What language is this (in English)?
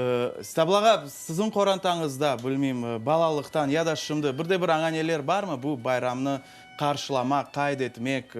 Crimean Tatar